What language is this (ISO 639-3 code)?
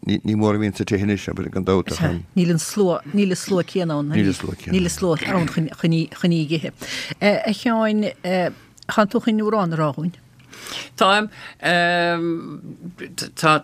gle